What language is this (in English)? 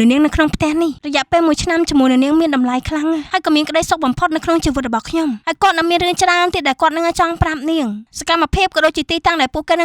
Khmer